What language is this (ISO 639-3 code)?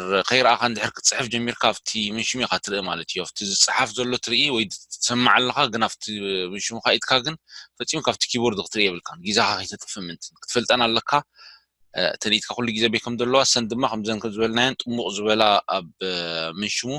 tir